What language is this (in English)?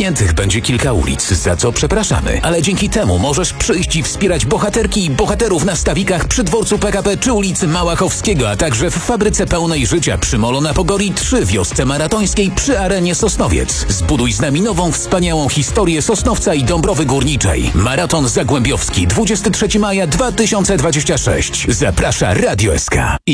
Polish